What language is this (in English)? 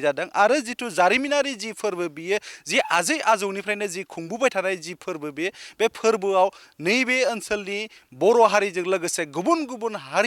Bodo